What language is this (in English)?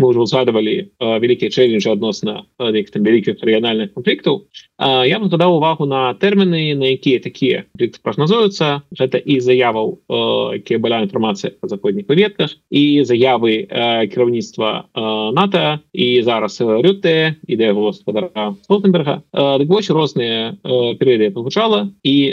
Belarusian